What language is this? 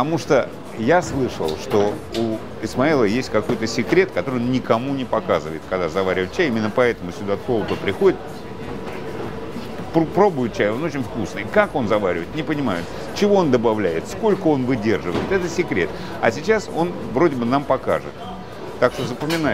Russian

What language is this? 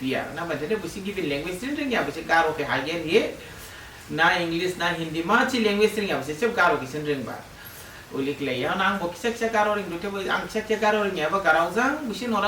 Dimasa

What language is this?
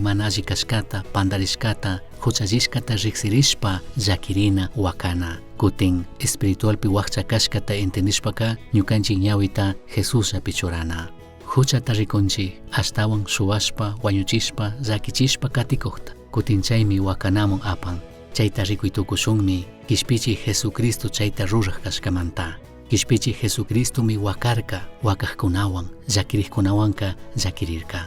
Chimborazo Highland Quichua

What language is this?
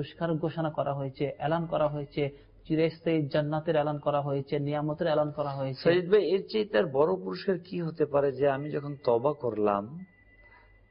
Bangla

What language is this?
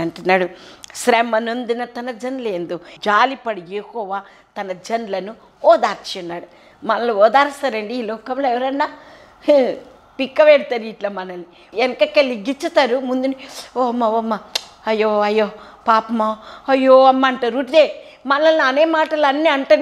Telugu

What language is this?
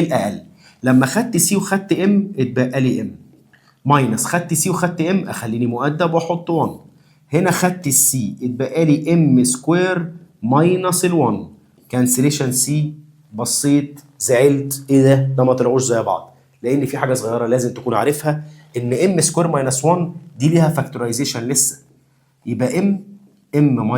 Egyptian Arabic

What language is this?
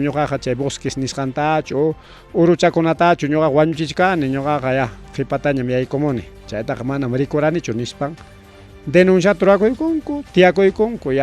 Ayacucho Quechua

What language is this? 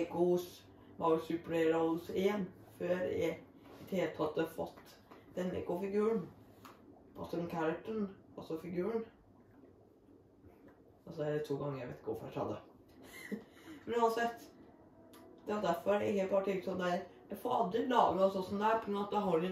Norwegian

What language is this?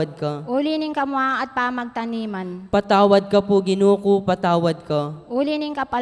Pampanga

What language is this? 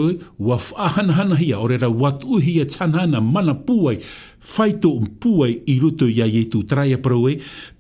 Tahitian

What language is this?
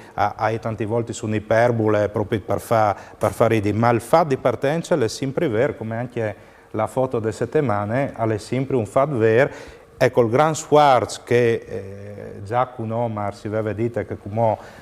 Friulian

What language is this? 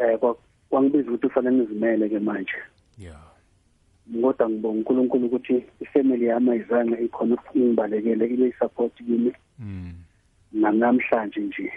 South Ndebele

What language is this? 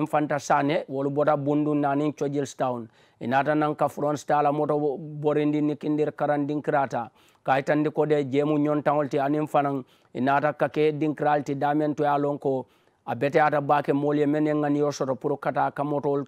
Mandingo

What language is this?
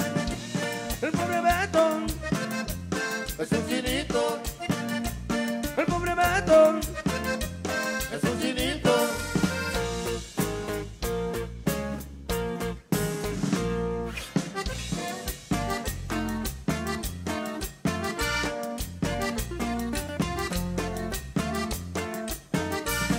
Spanish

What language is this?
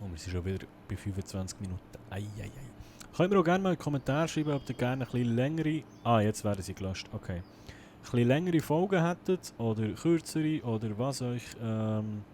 Swiss German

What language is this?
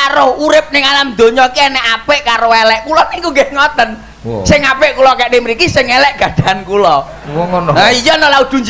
Javanese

